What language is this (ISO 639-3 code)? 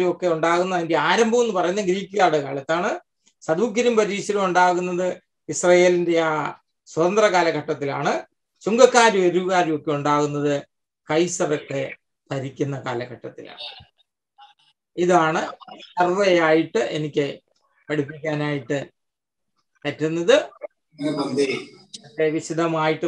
mal